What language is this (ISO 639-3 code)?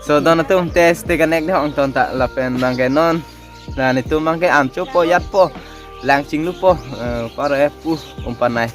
mjw